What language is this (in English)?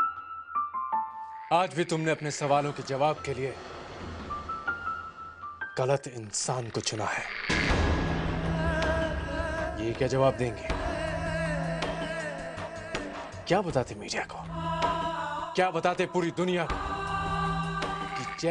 Hindi